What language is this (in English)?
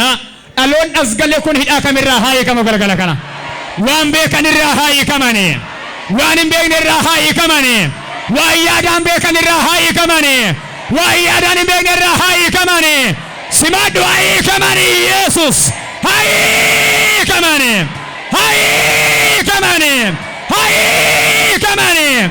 Oromo